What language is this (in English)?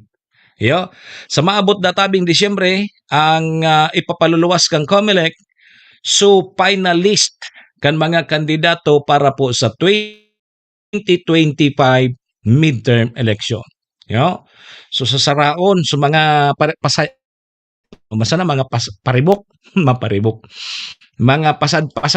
Bikol